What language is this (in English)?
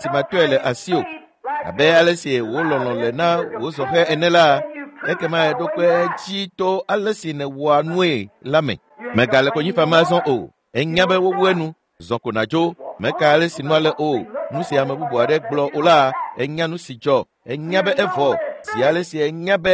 Ewe